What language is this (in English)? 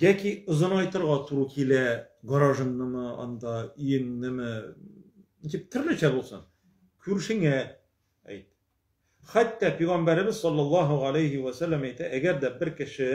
Tatar